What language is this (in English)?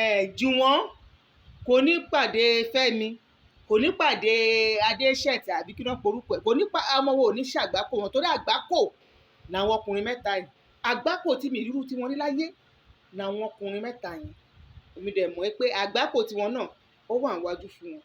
Yoruba